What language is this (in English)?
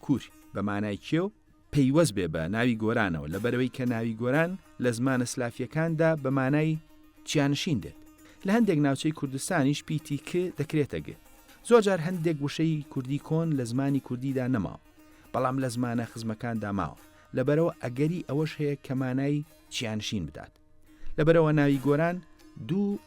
Central Kurdish